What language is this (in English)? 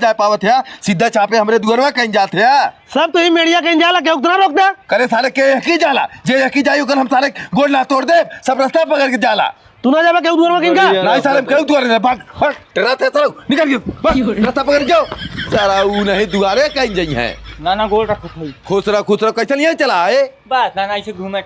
Awadhi